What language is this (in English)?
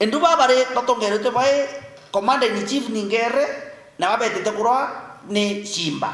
Meru